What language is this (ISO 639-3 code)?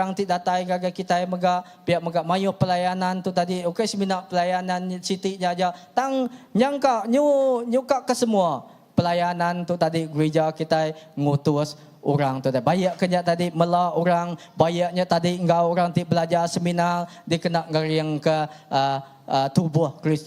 iba